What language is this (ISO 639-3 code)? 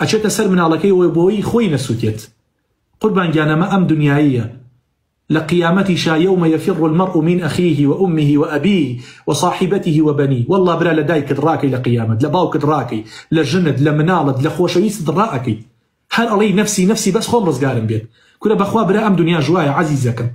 ckb